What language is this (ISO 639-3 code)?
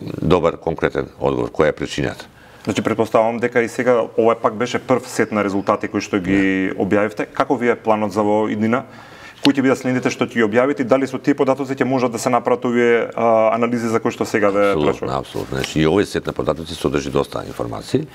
mkd